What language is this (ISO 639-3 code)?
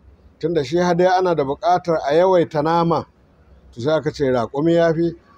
hau